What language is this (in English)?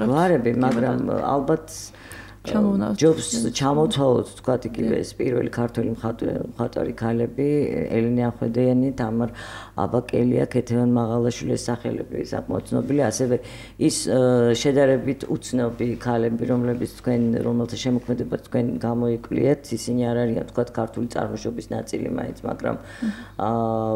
Georgian